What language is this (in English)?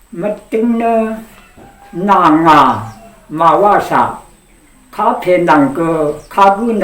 Rawang